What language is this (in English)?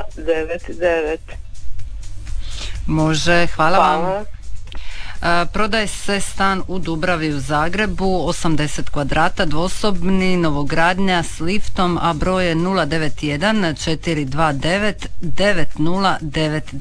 Croatian